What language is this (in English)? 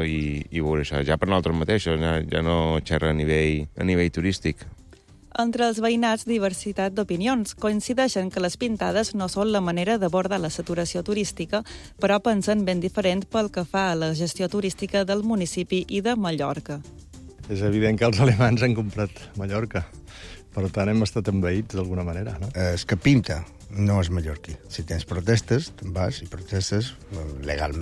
Catalan